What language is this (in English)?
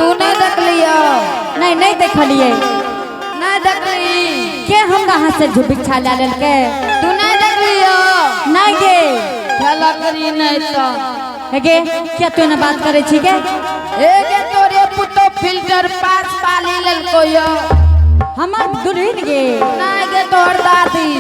Angika